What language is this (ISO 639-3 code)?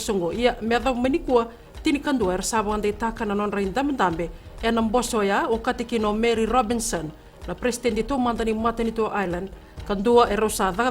fij